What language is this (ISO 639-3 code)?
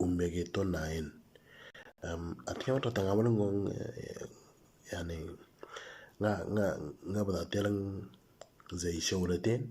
mor